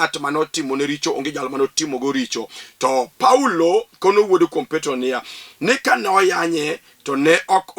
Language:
Luo (Kenya and Tanzania)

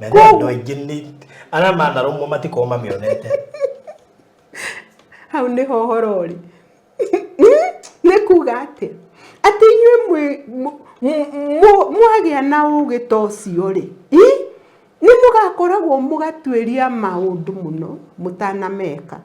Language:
Kikuyu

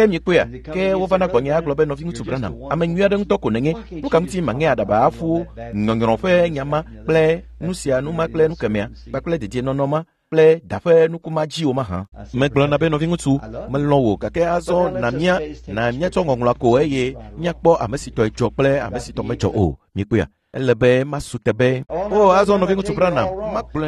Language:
Ewe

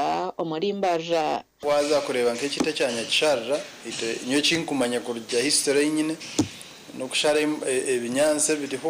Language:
Nyankole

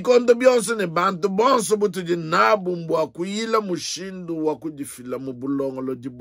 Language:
Luba-Lulua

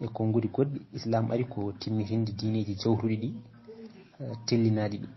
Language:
Fula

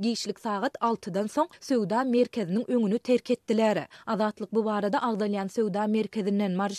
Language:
Turkmen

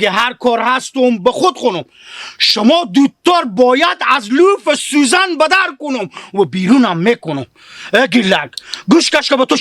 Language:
Hazaragi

